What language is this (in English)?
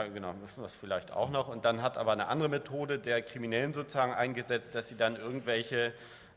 German